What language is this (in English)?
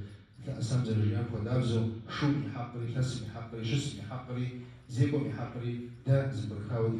Kabardian